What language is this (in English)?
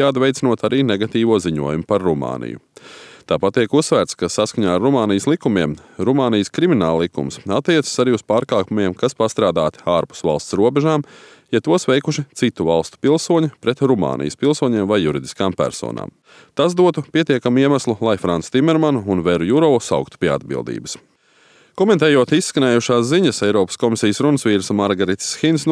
Latvian